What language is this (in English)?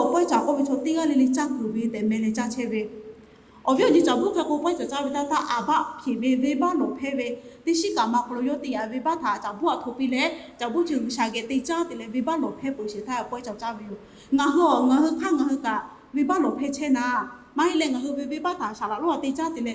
Lahu